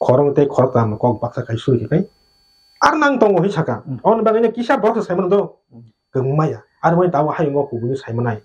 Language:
Kok Borok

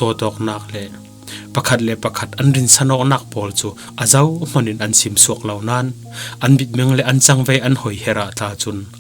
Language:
Falam Chin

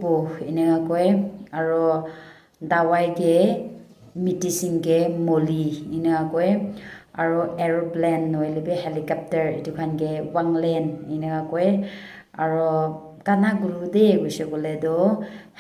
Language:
Naga Pidgin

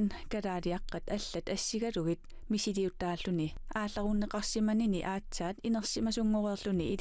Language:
Kalaallisut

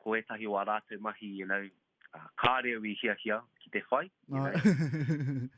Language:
Māori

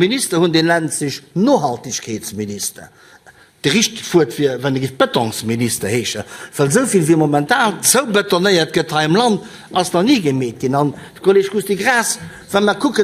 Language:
Luxembourgish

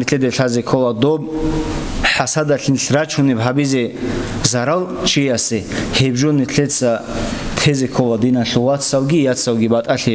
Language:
Avaric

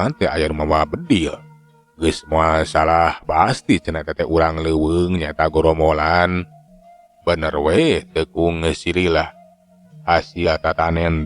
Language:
Sundanese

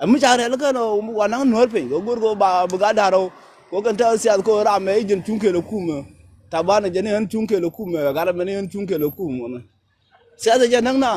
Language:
Nuer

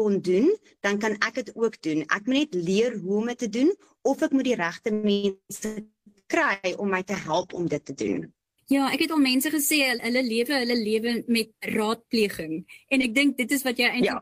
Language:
Afrikaans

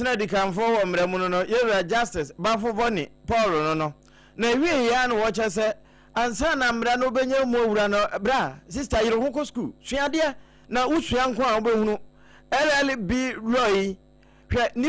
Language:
Akan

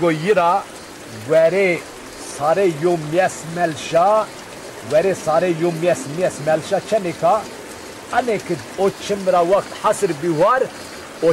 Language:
Zaza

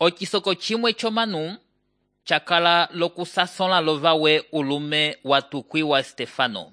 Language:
Umbundu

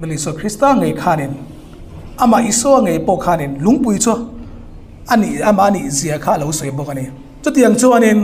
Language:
Hmar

